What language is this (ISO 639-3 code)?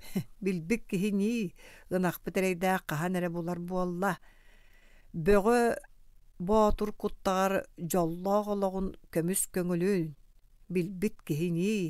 sah